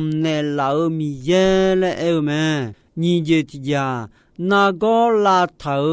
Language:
Akha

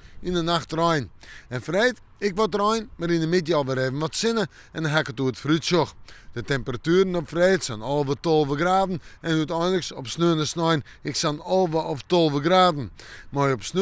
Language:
Western Frisian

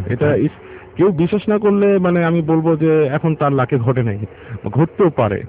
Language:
Bangla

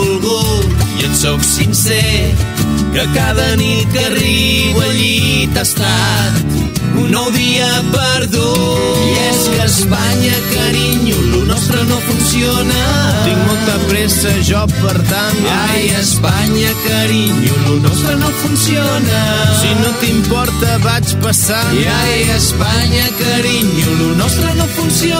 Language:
Catalan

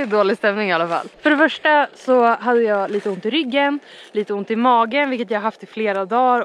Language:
Swedish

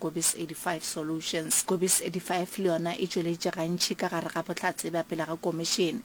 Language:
Northern Sotho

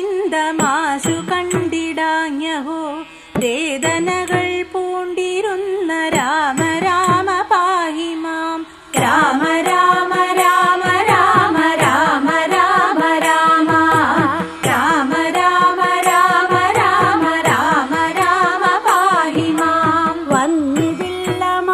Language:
Malayalam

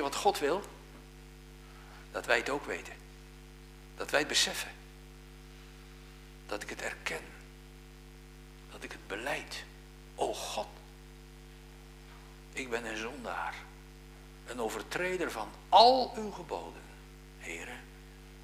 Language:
Dutch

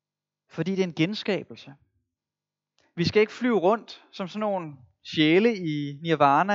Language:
Danish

